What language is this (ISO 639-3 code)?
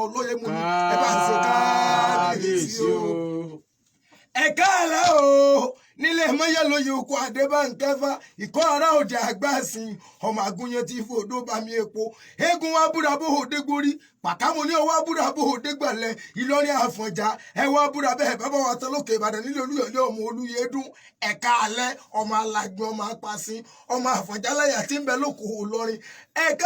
yor